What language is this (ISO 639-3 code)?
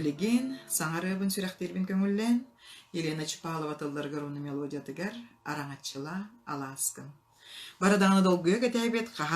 sah